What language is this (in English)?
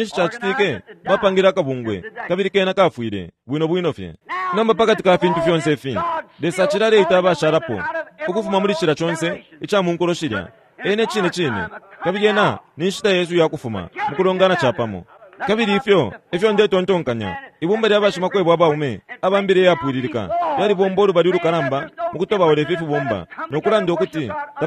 Bemba